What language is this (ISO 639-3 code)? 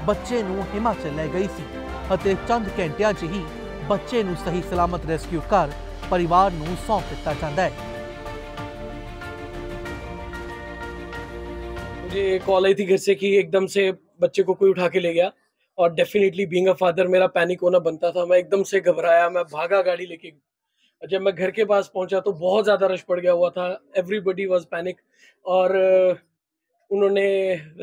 pan